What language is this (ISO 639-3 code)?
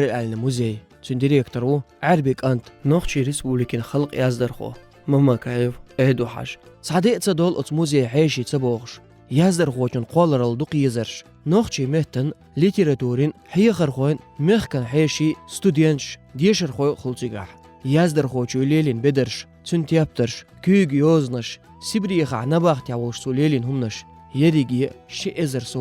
che